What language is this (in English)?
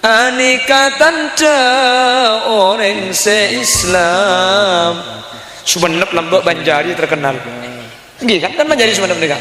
Madurese